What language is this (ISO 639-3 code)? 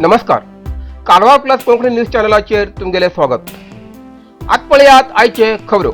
kok